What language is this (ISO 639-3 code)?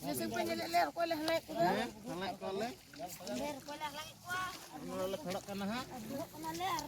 sat